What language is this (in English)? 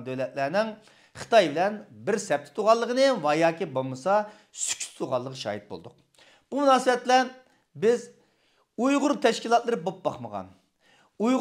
Uyghur